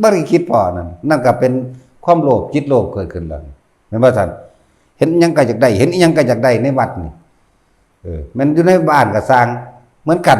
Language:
Northeastern Thai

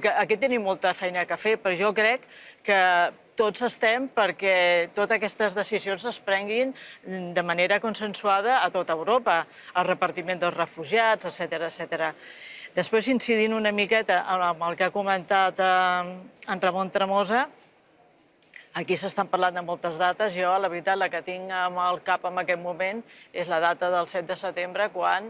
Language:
Catalan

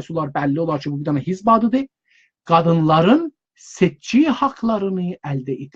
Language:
South Azerbaijani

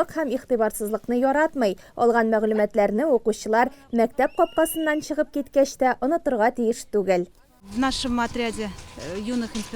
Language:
Tatar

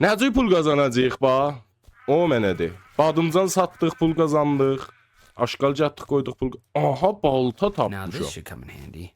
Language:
South Azerbaijani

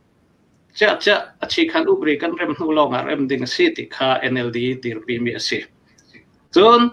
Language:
Hakha Chin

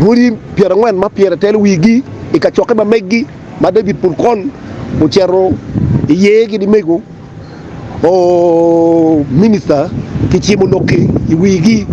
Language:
Acoli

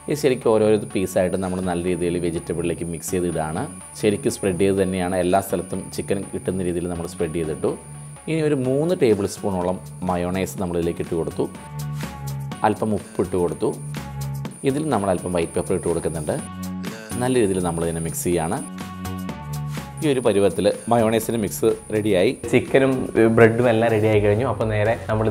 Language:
Malayalam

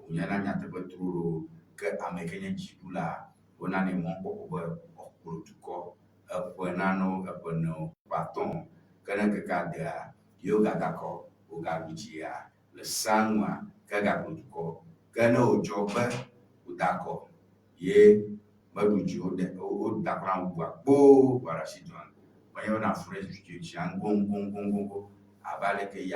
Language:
Ewe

